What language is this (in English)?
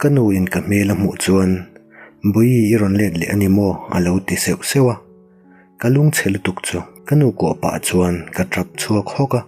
Mizo